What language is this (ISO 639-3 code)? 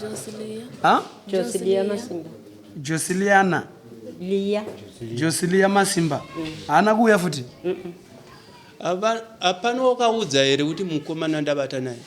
sna